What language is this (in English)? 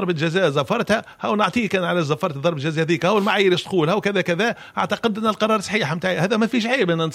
Tunisian Arabic